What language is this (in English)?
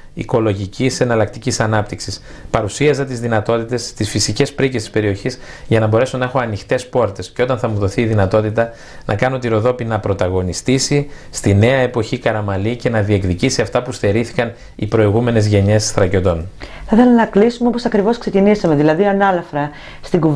Greek